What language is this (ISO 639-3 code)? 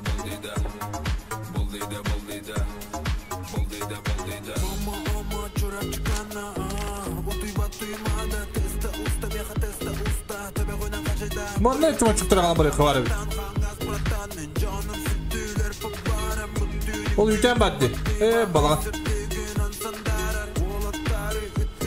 sah